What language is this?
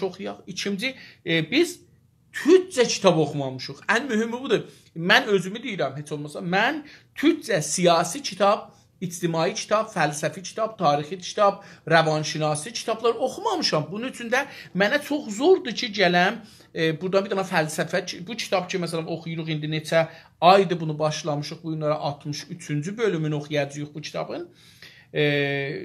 South Azerbaijani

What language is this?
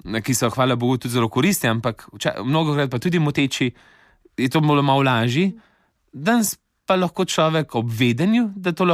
Slovenian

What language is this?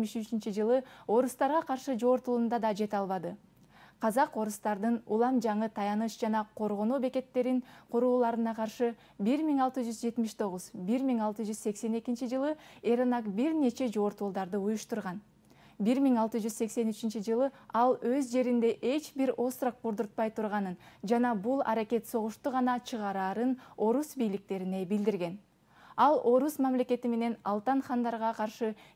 Kyrgyz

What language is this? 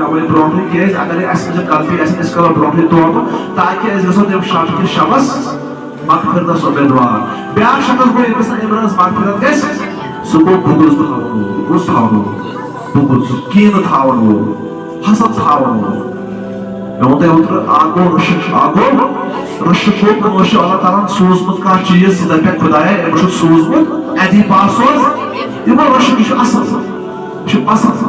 Kashmiri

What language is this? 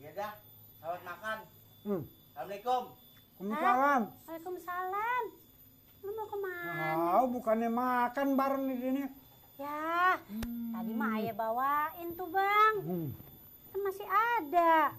Betawi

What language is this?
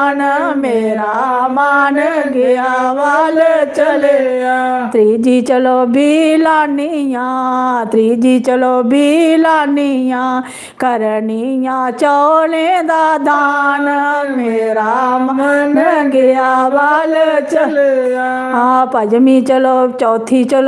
Dogri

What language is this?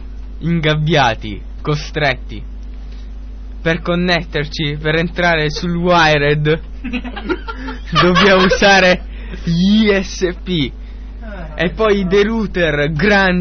Italian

